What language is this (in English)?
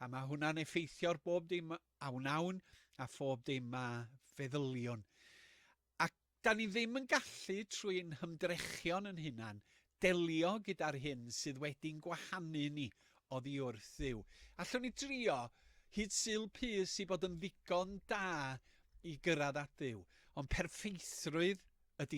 Welsh